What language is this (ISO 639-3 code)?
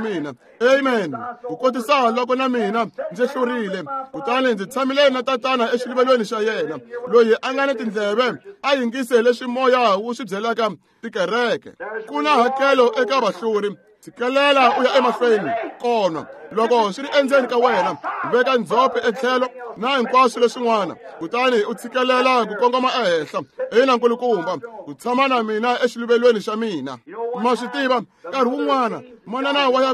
tso